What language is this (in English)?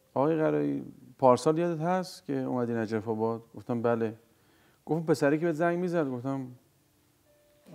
Persian